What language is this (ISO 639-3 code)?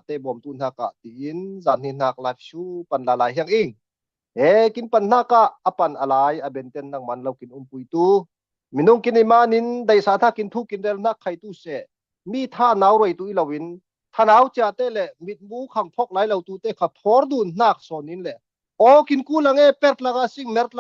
cfm